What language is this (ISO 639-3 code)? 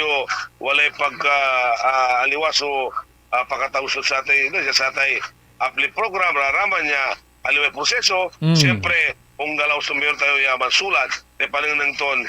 pag